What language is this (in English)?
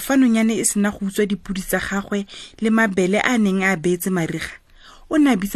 Tswana